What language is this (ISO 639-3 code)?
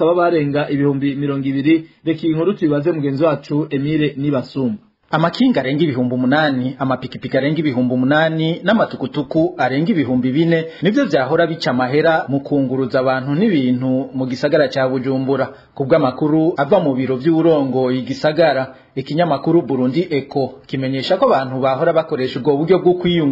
run